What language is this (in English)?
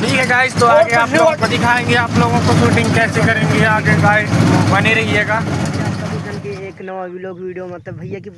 Chhattisgarhi